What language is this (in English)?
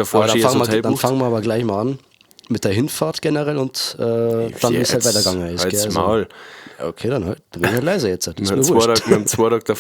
Bavarian